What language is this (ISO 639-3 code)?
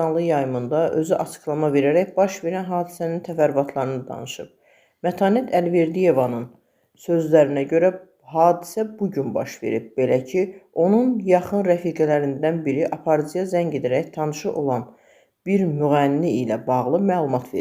aze